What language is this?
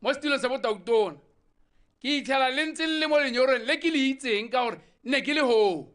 Tswana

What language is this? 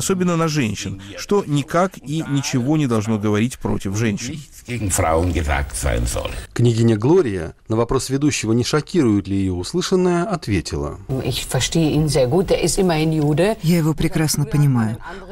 Russian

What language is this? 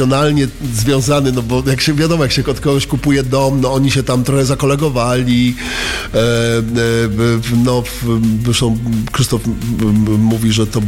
Polish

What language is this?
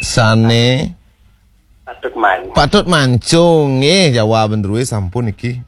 Balinese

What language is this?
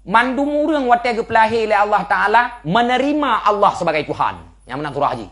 Achinese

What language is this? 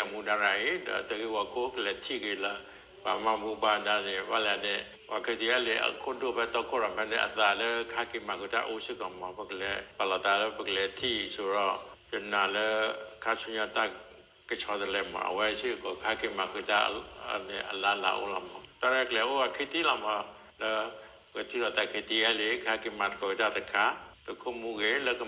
S'gaw Karen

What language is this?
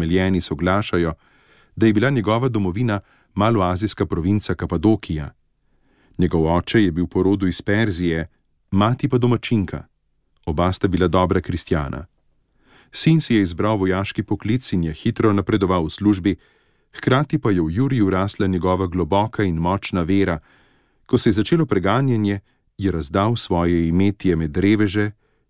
Slovenian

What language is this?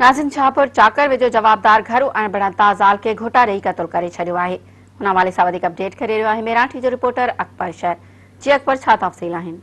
Sindhi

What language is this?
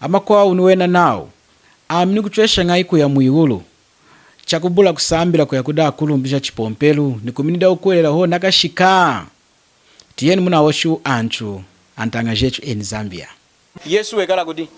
Lunda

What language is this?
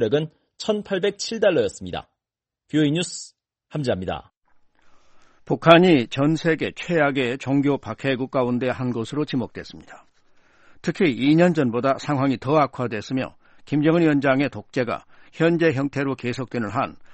Korean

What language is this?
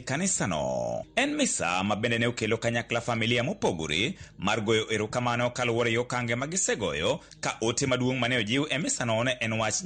Luo (Kenya and Tanzania)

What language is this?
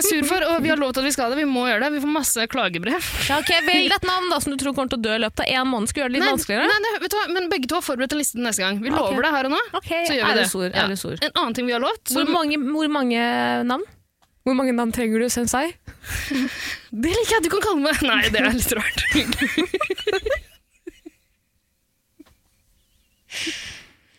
Norwegian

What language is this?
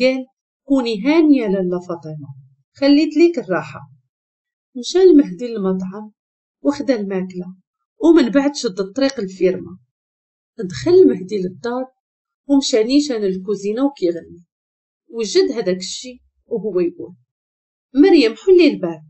Moroccan Arabic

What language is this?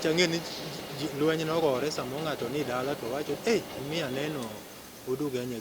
Luo (Kenya and Tanzania)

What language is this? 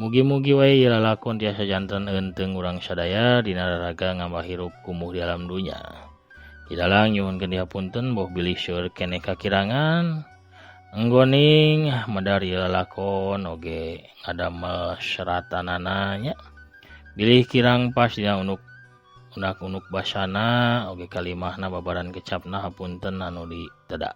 Sundanese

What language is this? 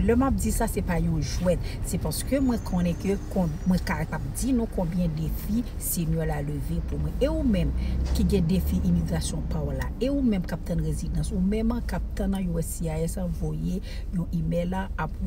Haitian Creole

